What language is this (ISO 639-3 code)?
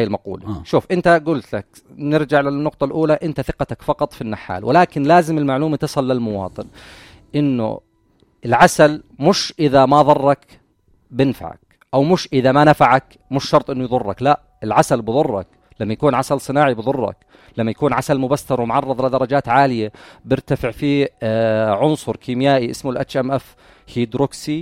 apc